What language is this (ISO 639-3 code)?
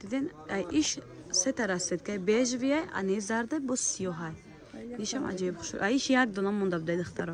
tgk